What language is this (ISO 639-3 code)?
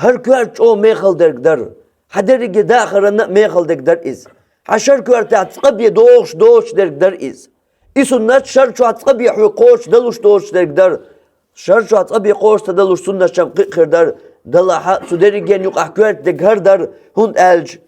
che